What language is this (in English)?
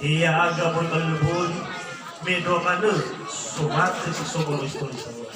Nias